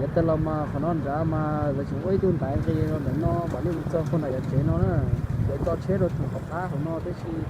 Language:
Hmong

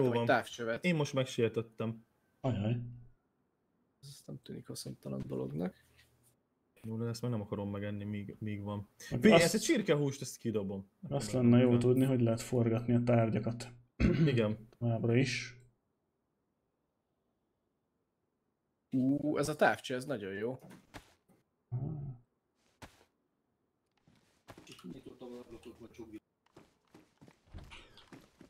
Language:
Hungarian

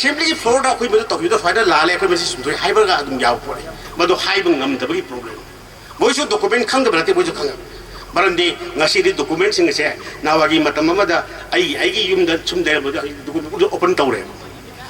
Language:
Manipuri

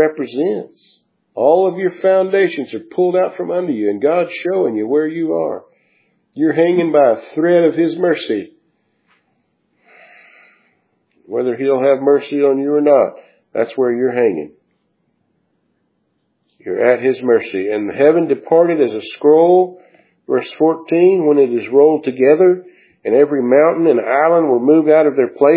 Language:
English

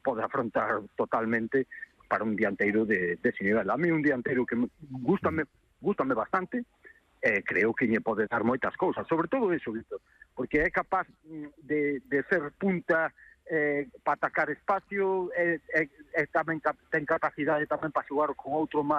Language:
Galician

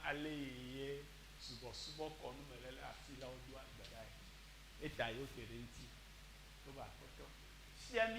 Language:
Ewe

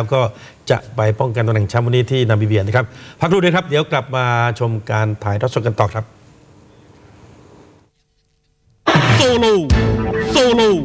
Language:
Thai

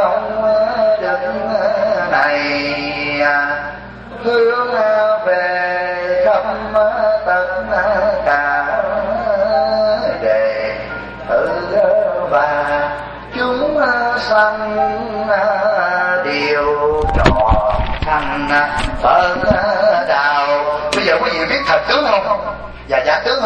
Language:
Vietnamese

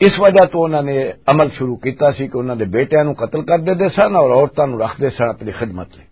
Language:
Western Panjabi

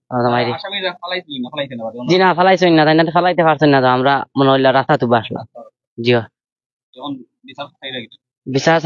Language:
Sylheti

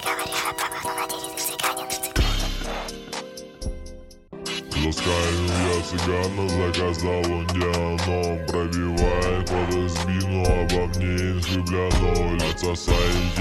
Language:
Russian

